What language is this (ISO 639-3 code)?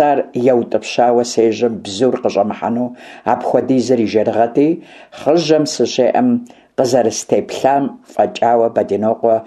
kbd